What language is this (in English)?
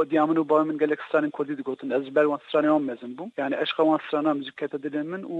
Kurdish